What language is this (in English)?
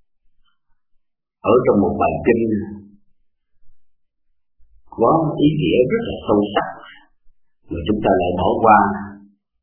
Vietnamese